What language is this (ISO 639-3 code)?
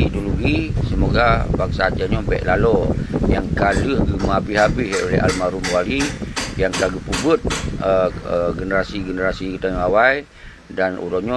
ace